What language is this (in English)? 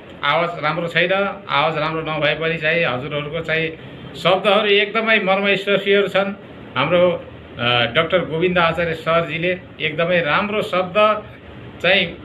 Nepali